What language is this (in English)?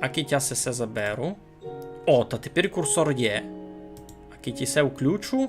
Rusyn